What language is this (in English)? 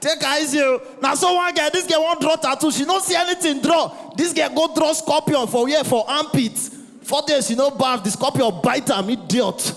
Nigerian Pidgin